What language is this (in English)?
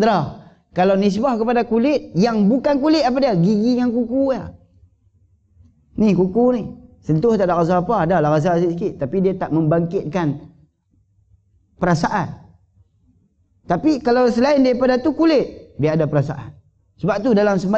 Malay